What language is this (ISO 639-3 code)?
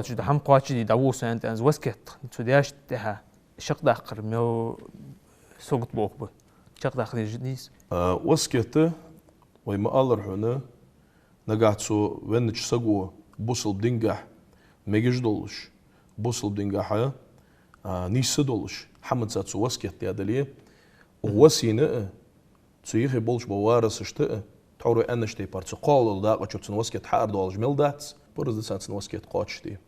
inh